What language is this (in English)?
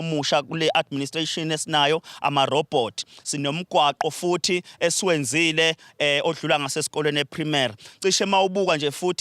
Zulu